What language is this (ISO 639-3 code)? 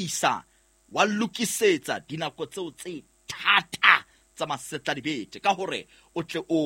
sot